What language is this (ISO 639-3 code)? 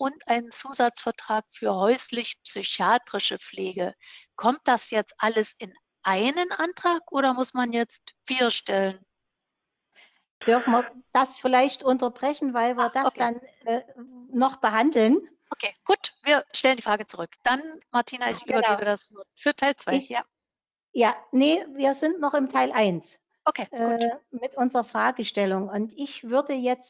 deu